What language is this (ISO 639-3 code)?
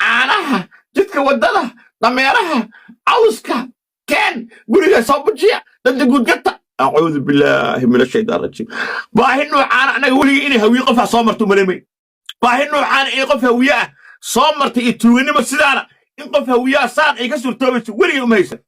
som